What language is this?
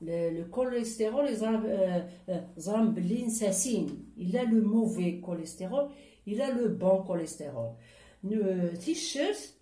Kabyle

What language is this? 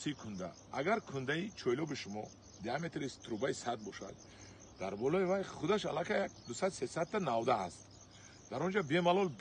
Tajik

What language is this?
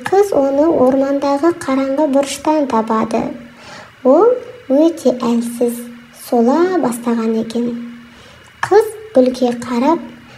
Kazakh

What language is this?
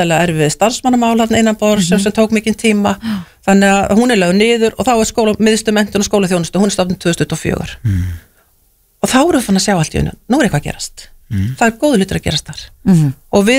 Icelandic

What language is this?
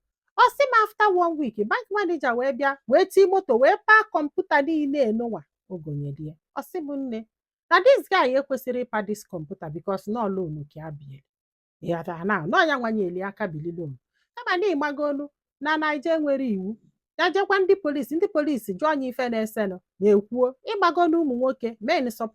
Igbo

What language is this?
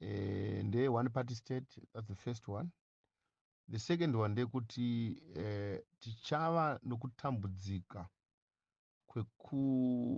Shona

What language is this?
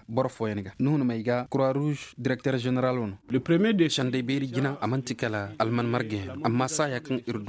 Koyraboro Senni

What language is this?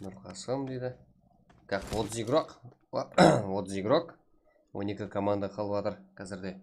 Kara-Kalpak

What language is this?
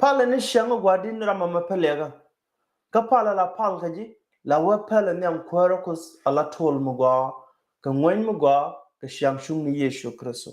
Nuer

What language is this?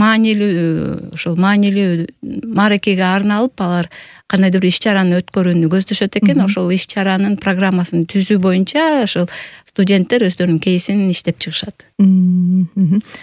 Kyrgyz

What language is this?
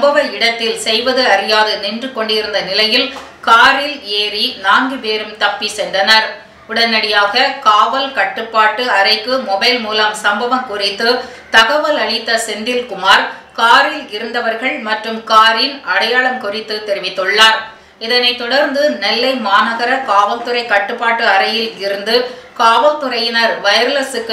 Tamil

